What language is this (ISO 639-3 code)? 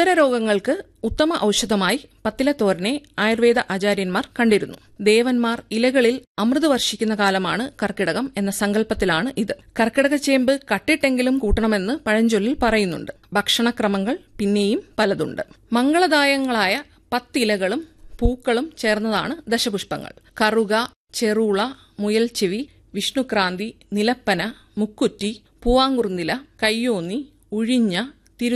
mal